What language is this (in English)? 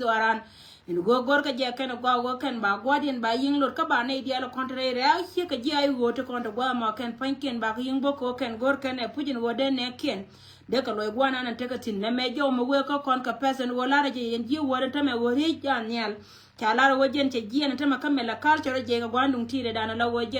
Nuer